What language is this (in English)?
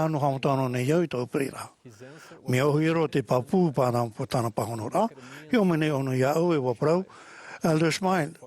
Tahitian